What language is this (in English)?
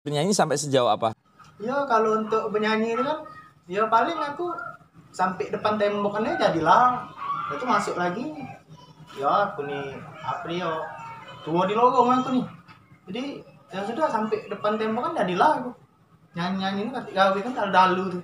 Musi